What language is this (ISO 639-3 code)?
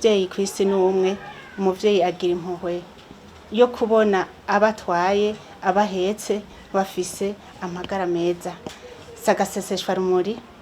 run